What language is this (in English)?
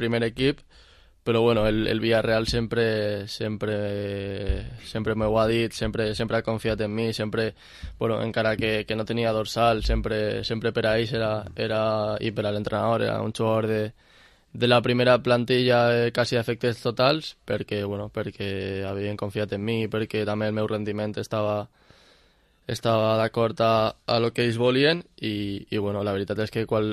Catalan